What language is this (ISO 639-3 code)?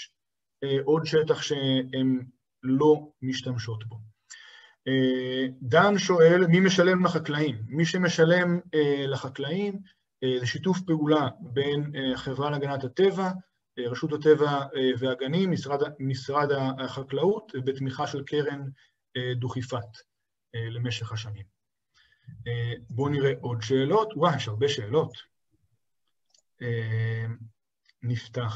heb